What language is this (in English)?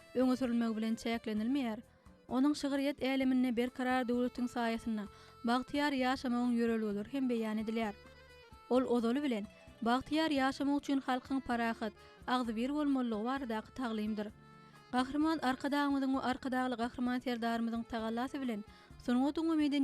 Turkmen